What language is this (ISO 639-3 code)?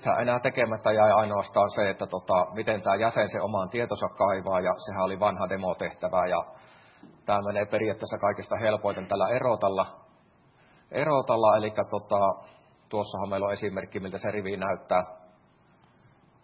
fin